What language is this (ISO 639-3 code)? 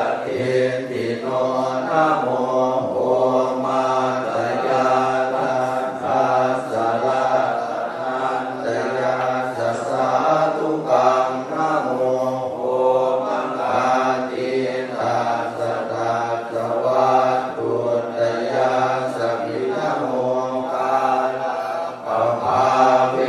pli